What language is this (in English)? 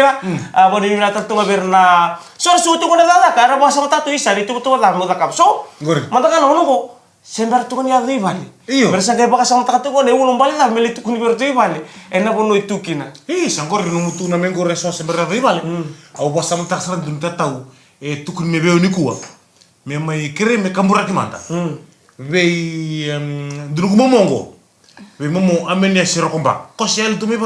Fijian